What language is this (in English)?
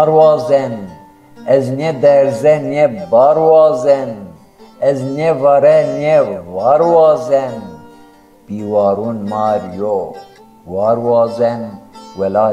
Zaza